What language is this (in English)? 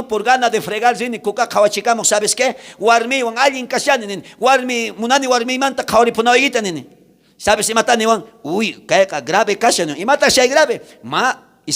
South Bolivian Quechua